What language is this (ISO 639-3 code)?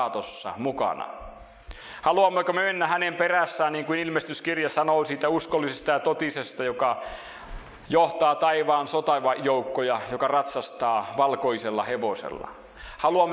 fin